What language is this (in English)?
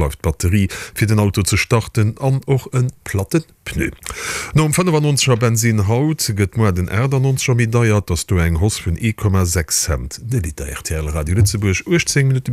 Luxembourgish